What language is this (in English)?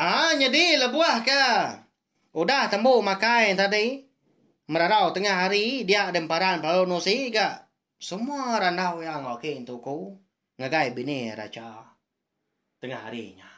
Iban